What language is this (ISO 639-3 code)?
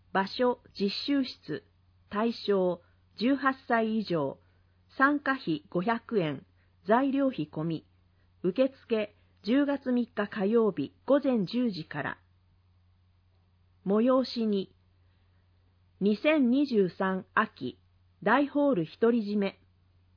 jpn